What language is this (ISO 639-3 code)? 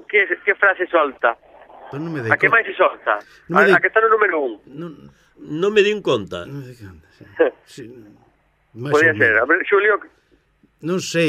glg